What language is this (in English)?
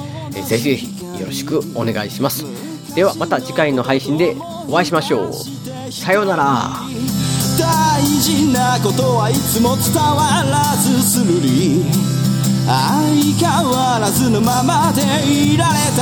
Japanese